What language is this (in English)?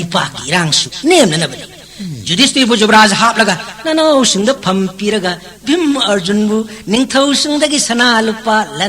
Manipuri